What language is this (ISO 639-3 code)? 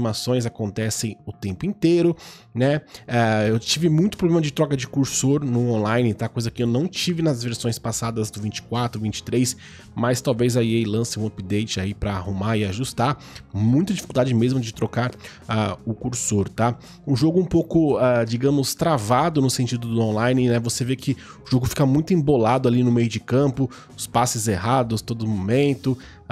por